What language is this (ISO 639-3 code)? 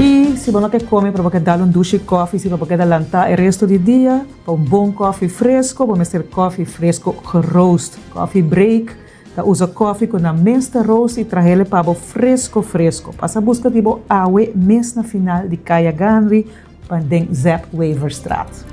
pap